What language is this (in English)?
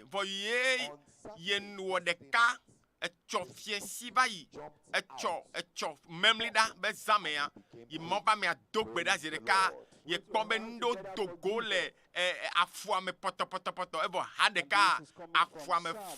Ewe